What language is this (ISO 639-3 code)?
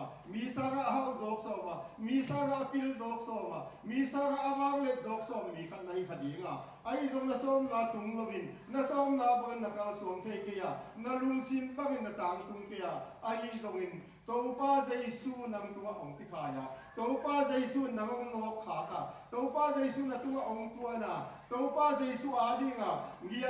ctd